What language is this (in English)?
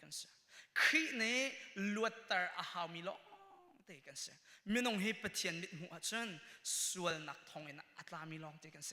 Hakha Chin